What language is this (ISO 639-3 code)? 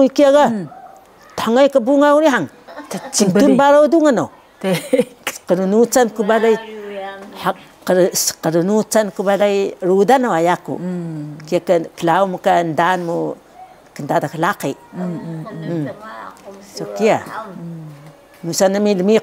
trv